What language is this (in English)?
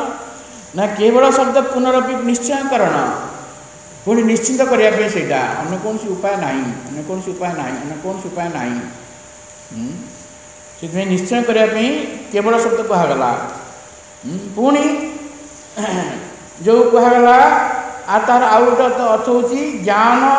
Odia